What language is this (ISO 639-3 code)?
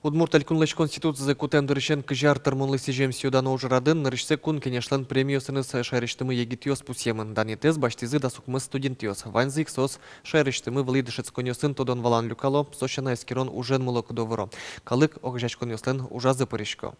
udm